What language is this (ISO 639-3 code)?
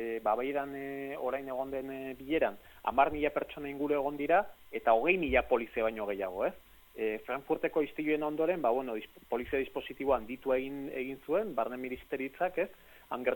eus